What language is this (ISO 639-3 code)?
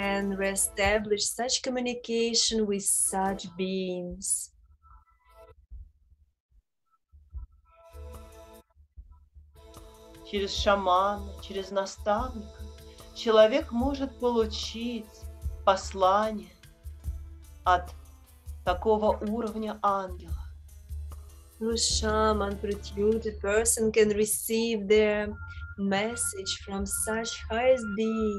rus